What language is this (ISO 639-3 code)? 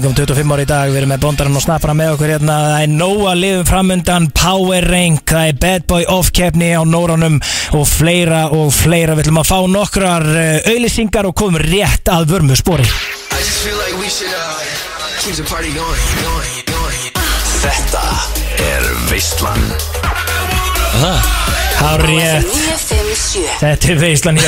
isl